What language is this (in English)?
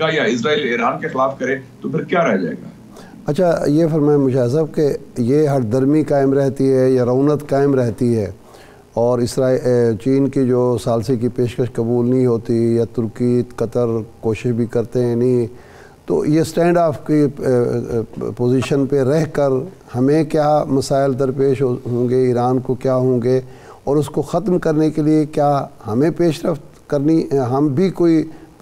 Urdu